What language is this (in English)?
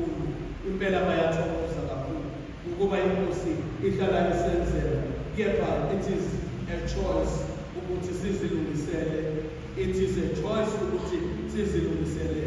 Zulu